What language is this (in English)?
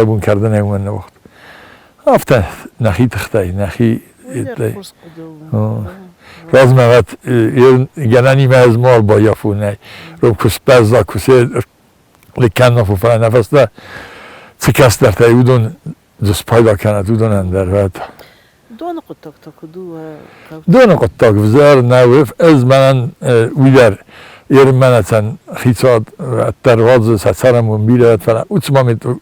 Ossetic